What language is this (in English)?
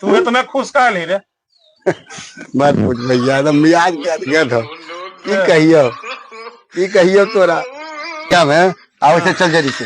Magahi